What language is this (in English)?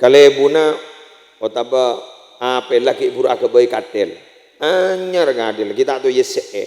Madurese